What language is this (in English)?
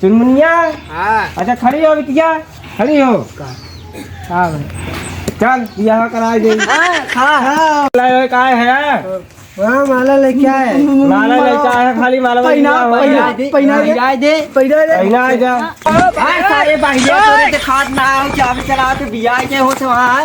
Awadhi